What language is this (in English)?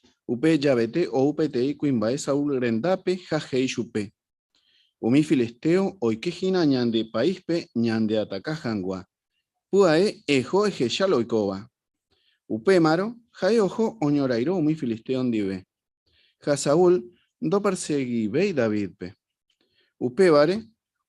Guarani